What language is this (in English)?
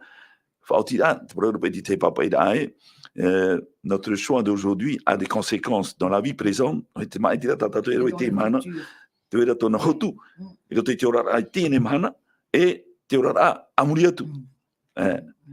Tahitian